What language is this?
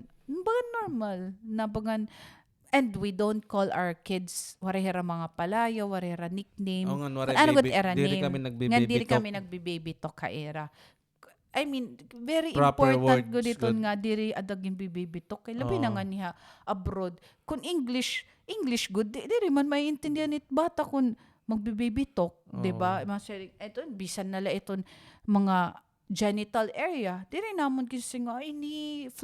Waray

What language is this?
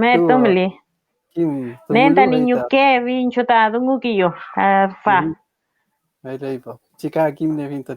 Mapuche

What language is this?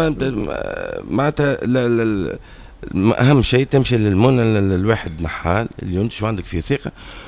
Tunisian Arabic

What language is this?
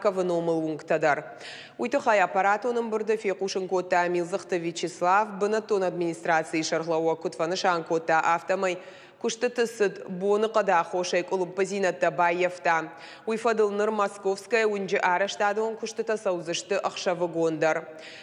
Ossetic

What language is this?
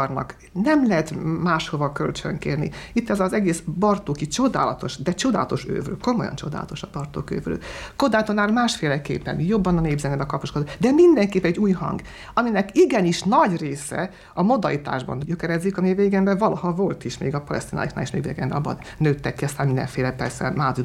Hungarian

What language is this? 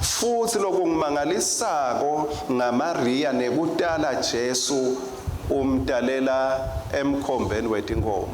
Swati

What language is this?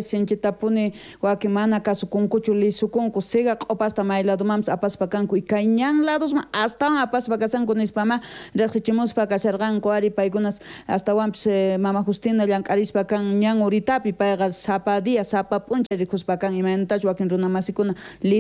South Bolivian Quechua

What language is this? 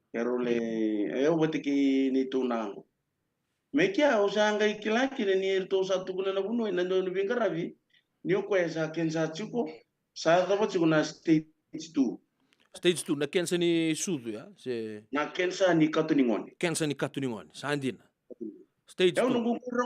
Fijian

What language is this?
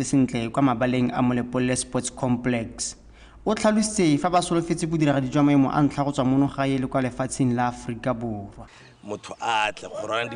Tswana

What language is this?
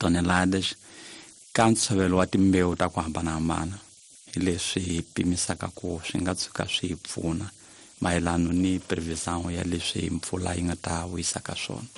Tsonga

